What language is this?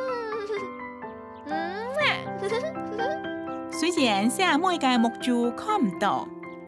Hakka Chinese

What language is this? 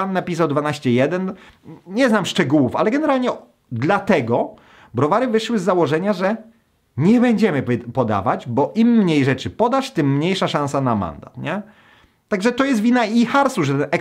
Polish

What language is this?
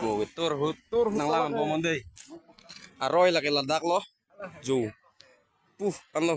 Karbi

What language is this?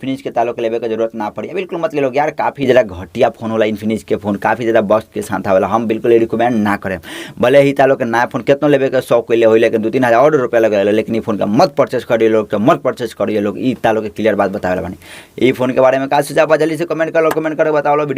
Bhojpuri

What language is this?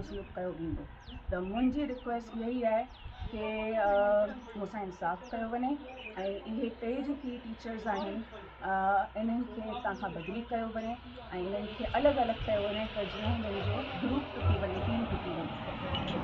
Sindhi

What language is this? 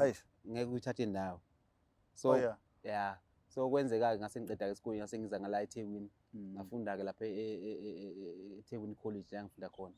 Zulu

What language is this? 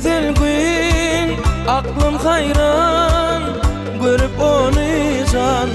Turkmen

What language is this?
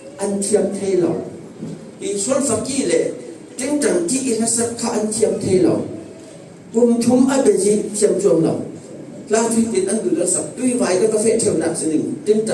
Falam Chin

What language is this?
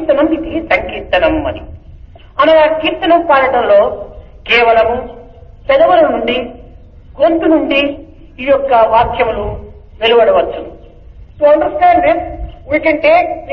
Telugu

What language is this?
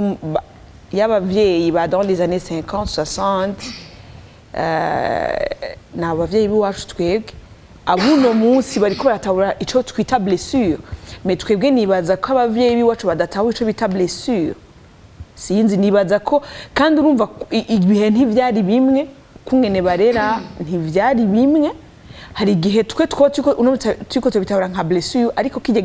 Rundi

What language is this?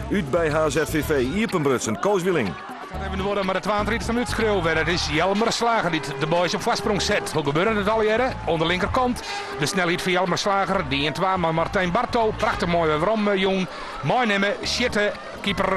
Western Frisian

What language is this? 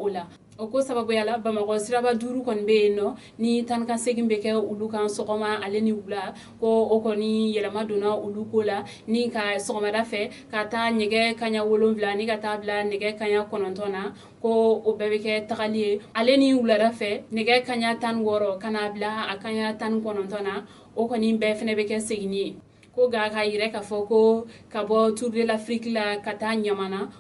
Bambara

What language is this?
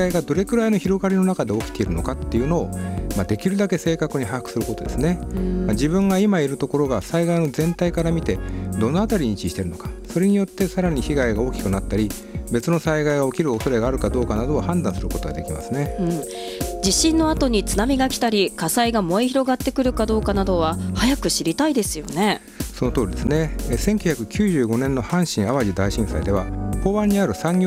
Japanese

